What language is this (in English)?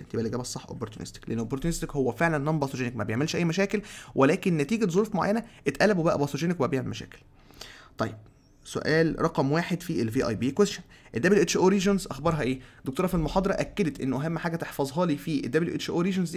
Egyptian Arabic